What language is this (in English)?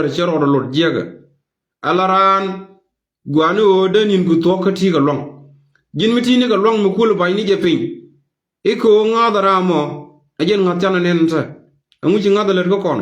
Nuer